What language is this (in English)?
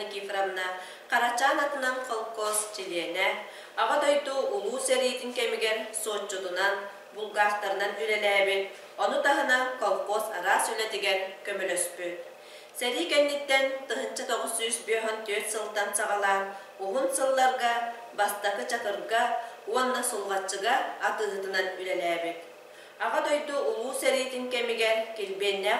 Yakut